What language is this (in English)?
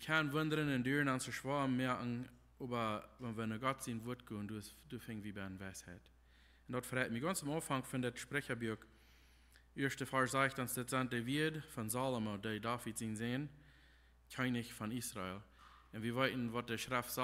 Plautdietsch